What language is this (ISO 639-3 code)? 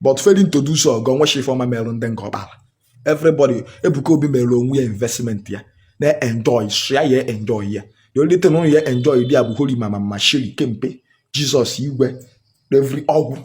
ibo